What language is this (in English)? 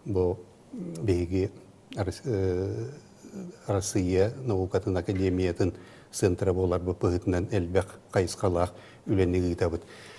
Yakut